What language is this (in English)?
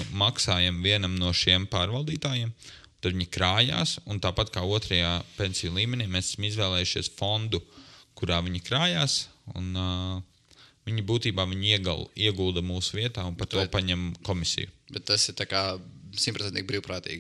Latvian